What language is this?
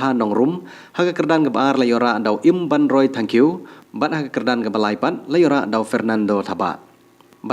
Khasi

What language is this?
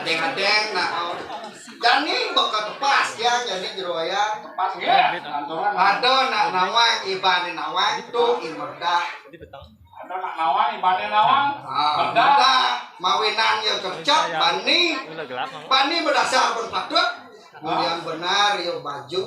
Balinese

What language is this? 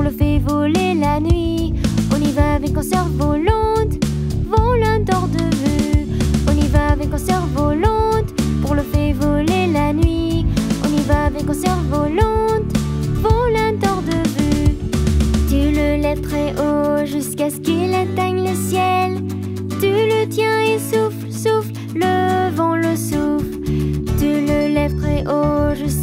French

